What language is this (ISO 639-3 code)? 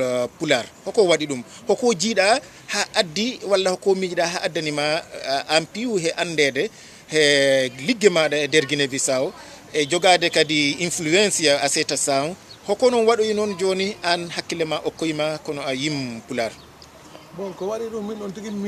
ful